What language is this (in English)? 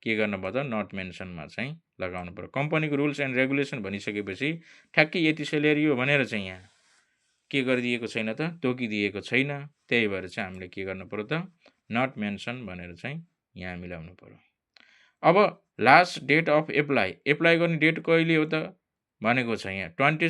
Nepali